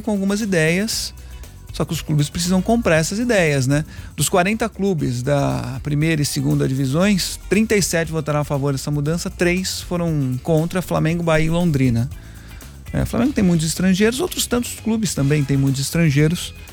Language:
Portuguese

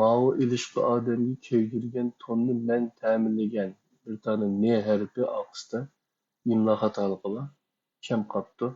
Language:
Uyghur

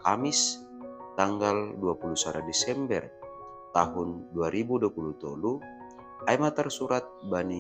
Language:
Batak Simalungun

